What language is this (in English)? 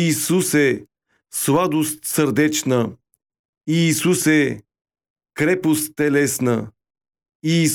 Bulgarian